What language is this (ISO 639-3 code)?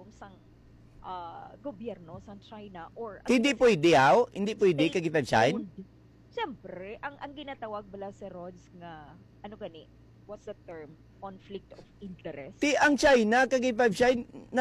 hil